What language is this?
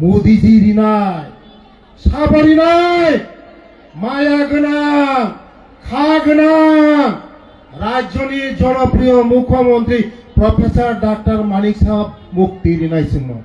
Kok Borok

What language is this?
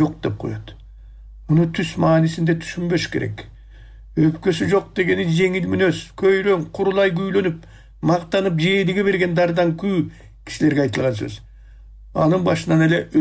Kyrgyz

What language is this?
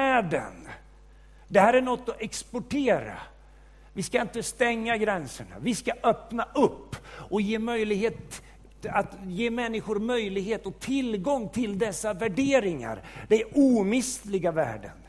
Swedish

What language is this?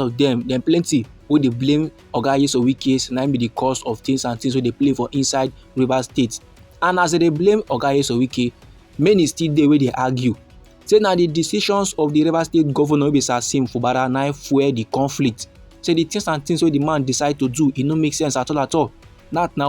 Nigerian Pidgin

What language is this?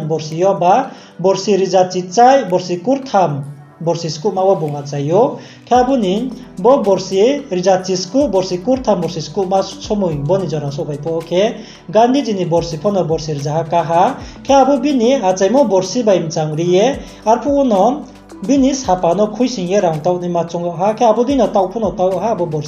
Riang (India)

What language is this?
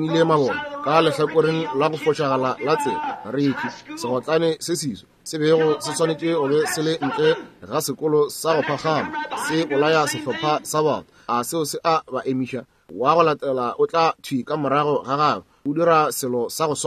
Northern Sotho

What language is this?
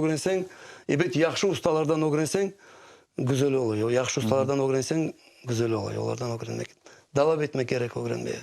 Crimean Tatar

